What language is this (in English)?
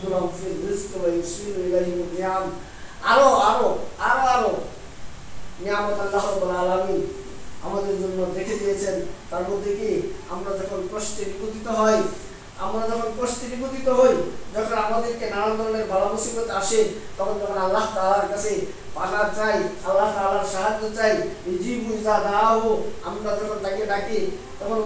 Bangla